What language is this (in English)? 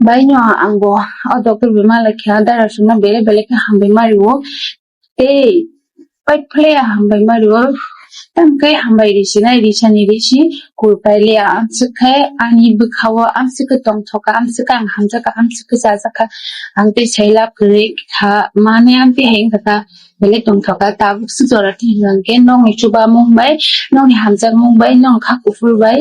Kok Borok